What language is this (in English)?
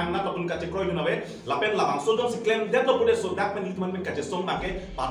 Karbi